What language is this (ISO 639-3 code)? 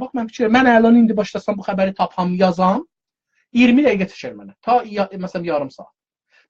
azb